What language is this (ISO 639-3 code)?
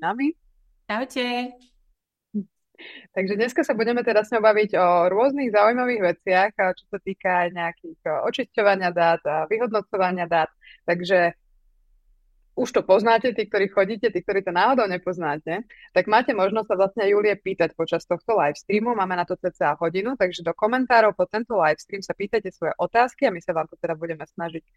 slk